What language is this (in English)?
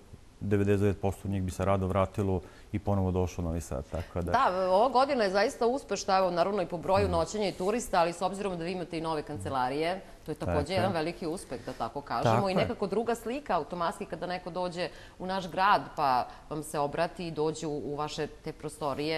Serbian